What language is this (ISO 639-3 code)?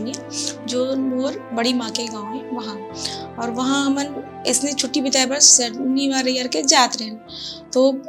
hne